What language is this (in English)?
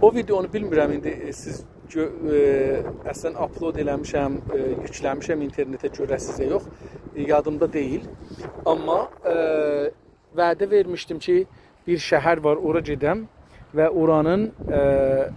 South Azerbaijani